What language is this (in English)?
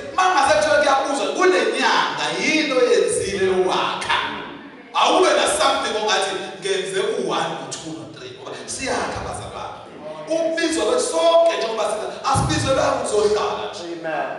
Zulu